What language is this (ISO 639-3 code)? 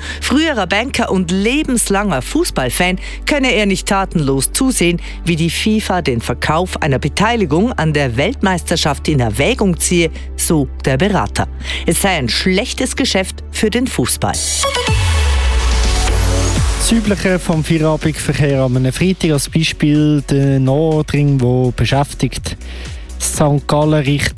deu